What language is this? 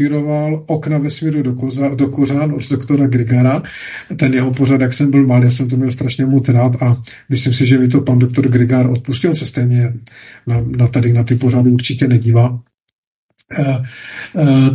Czech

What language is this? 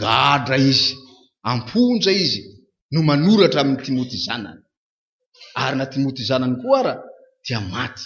Malagasy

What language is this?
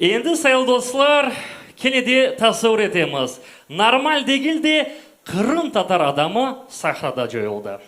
Crimean Tatar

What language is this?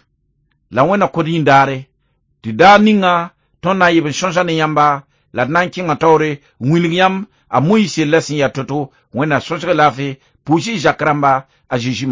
Mossi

